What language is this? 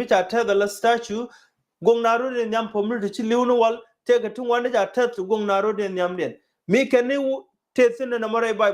Nuer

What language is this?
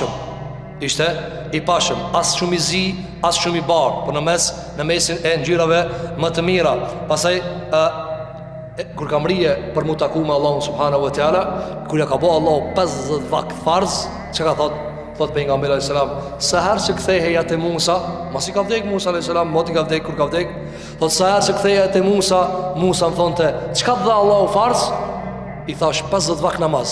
Albanian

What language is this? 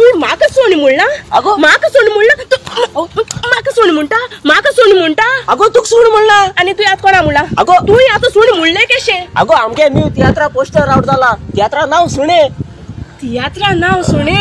Konkani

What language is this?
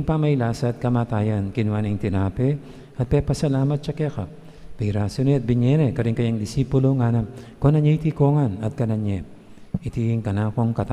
Pampanga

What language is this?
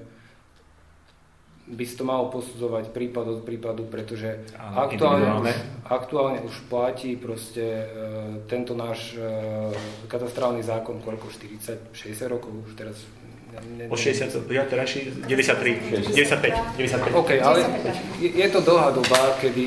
Slovak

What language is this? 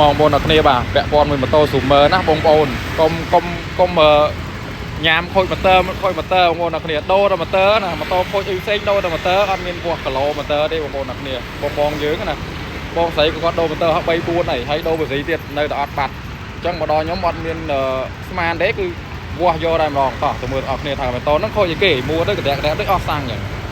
Khmer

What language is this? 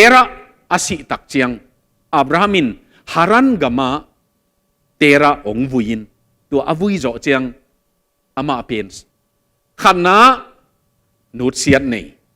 Tedim Chin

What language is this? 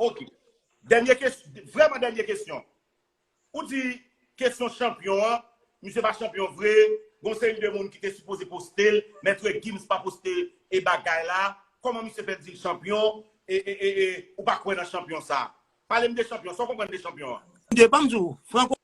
Haitian Creole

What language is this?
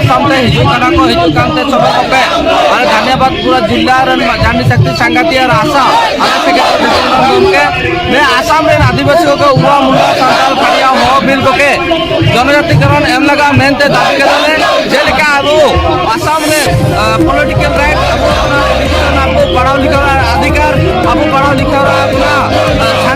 Santali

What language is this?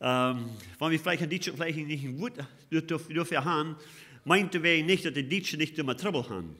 Plautdietsch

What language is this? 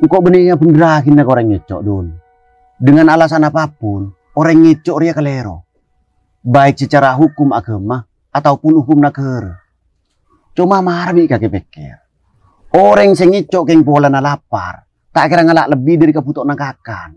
Madurese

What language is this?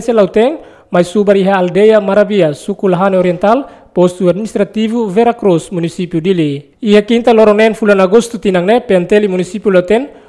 Tetum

